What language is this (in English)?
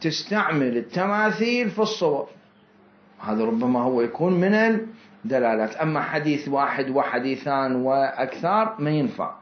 Mesopotamian Arabic